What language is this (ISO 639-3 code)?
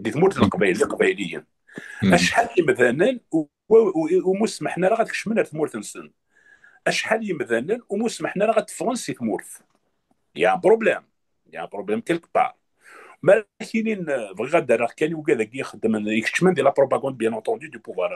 kab